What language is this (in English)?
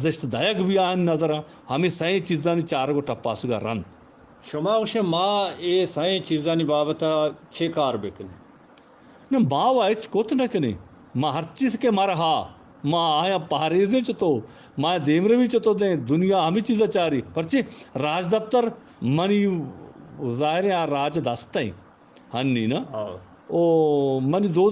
Eastern Balochi